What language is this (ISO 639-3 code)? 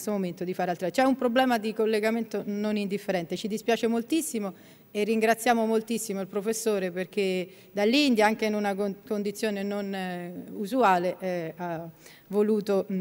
ita